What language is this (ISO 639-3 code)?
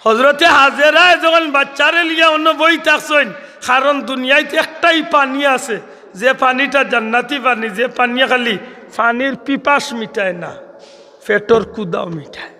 syl